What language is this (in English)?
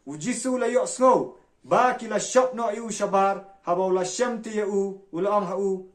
Khasi